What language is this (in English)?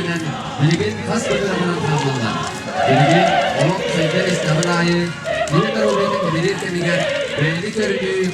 Yakut